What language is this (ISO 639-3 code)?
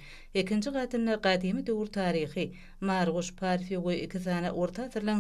tuk